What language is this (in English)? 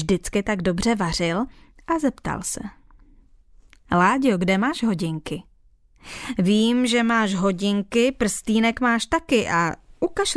Czech